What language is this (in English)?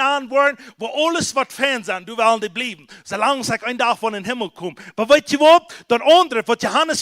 Plautdietsch